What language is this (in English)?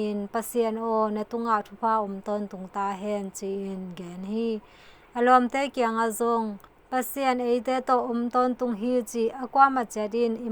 Tedim Chin